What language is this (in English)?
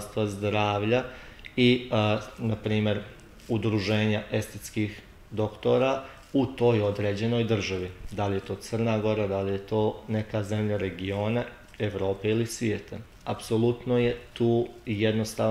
Serbian